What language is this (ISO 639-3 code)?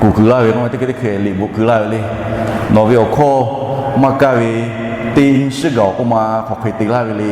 lhu